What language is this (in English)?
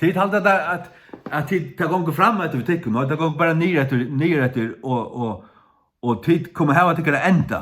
Faroese